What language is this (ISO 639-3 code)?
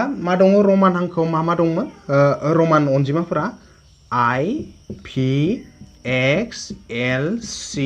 brx